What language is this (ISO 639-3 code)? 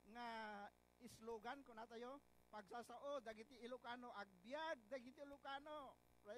ilo